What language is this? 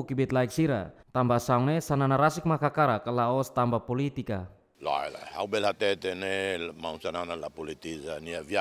Tetum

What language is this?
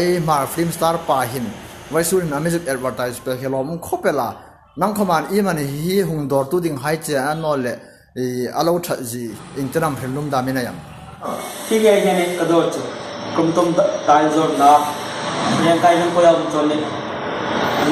Hmar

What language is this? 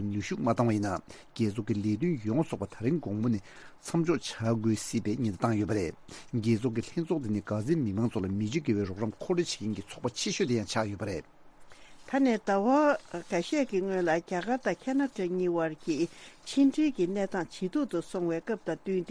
Tibetan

